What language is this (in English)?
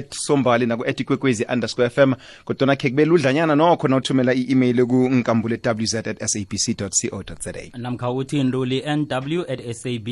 South Ndebele